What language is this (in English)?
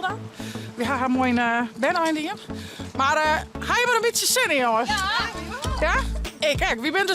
Western Frisian